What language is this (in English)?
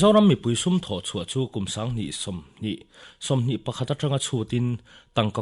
Mizo